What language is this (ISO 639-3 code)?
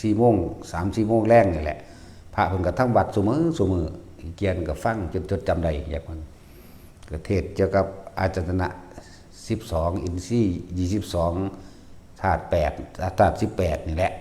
tts